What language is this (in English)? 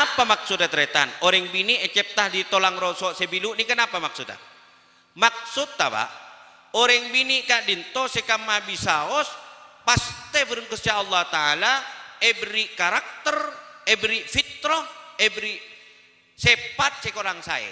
Madurese